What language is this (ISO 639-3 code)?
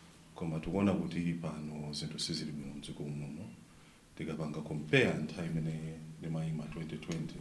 nya